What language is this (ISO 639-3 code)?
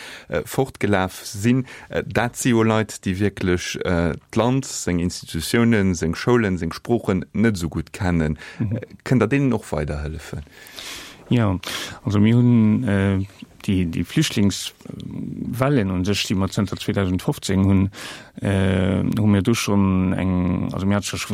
ltz